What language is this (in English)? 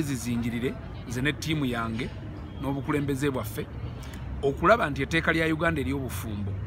Ganda